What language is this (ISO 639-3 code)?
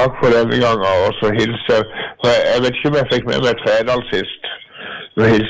nor